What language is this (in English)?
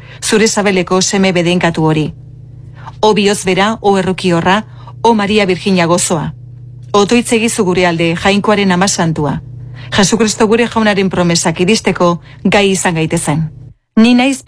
Basque